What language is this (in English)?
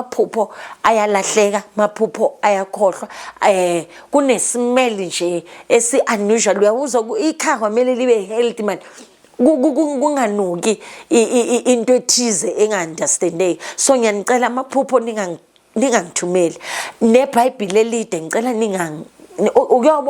Zulu